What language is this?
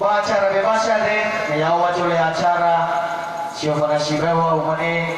Nias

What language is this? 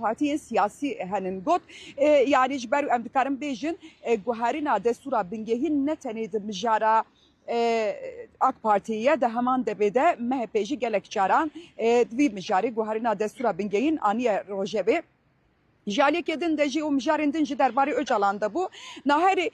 Kurdish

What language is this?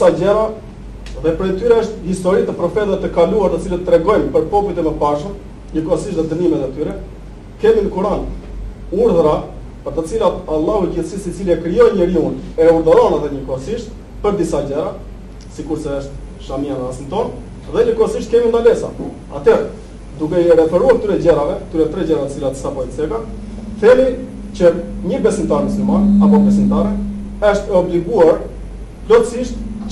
Albanian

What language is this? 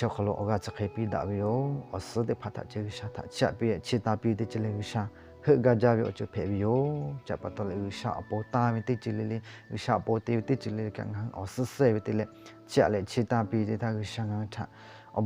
Lahu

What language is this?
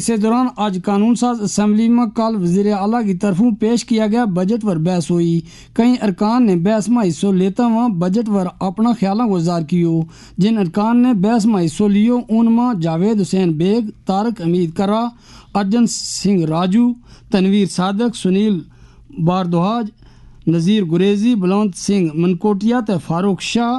Gujari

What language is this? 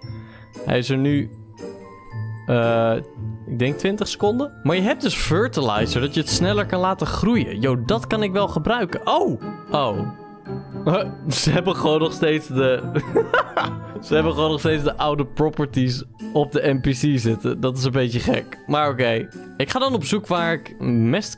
Dutch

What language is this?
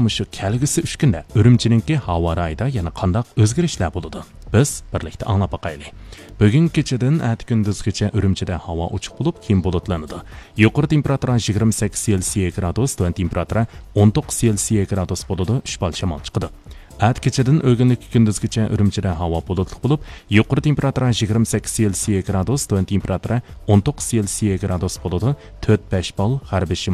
Uyghur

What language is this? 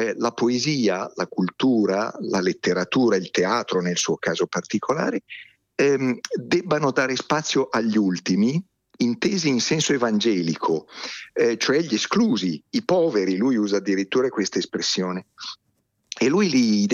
Italian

